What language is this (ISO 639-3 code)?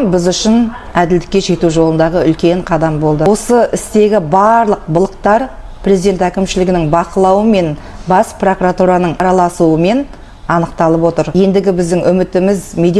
kaz